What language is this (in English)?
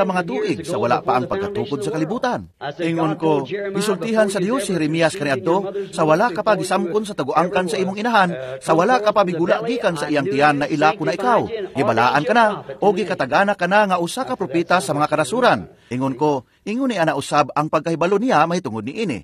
Cebuano